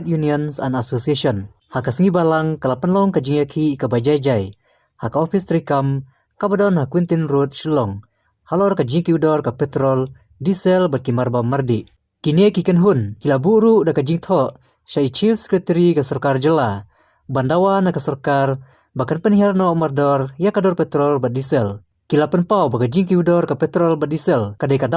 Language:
Khasi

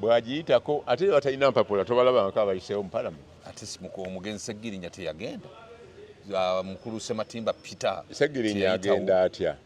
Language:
Ganda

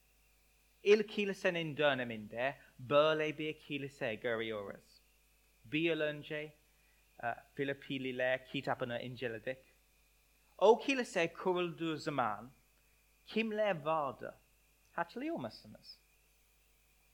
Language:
Turkish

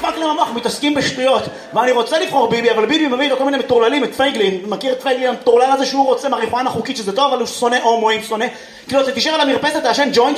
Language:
Hebrew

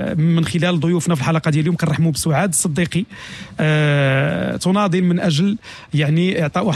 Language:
Moroccan Arabic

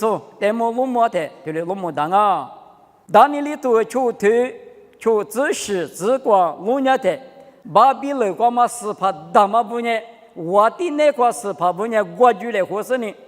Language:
Lisu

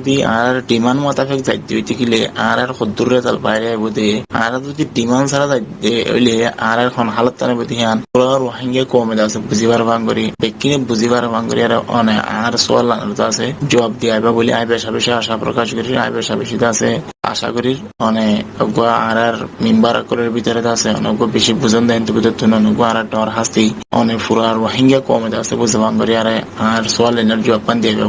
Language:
Rohingya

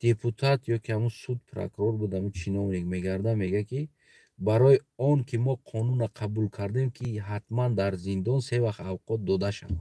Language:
Tajik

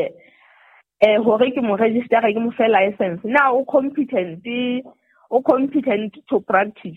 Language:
Southern Sotho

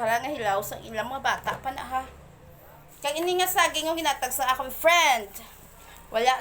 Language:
Hiligaynon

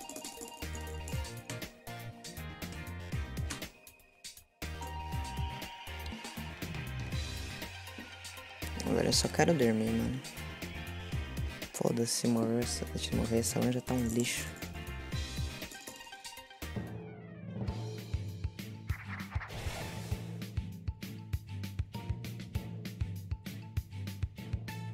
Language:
Portuguese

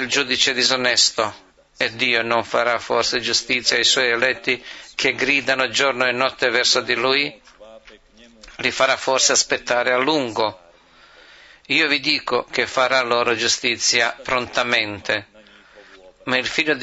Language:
Italian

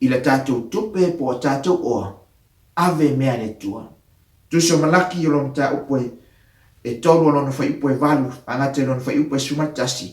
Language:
Samoan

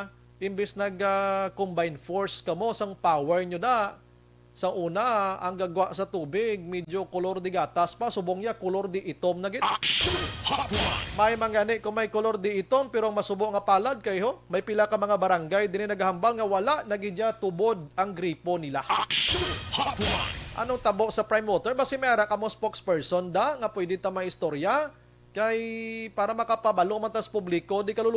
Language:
Hiligaynon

